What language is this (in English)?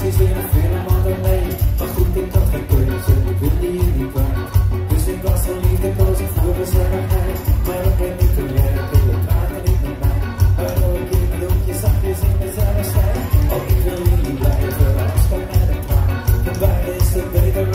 Dutch